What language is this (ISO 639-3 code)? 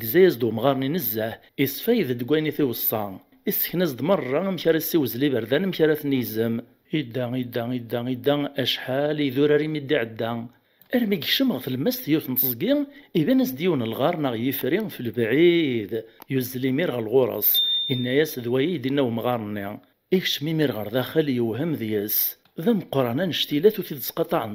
kab